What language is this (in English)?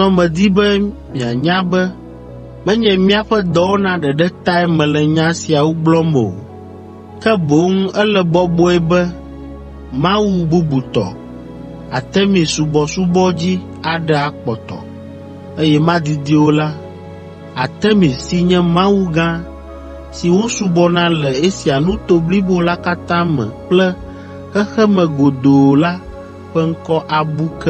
Ewe